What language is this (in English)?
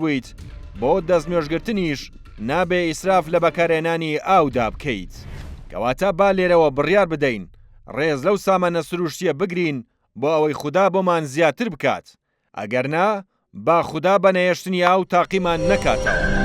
Central Kurdish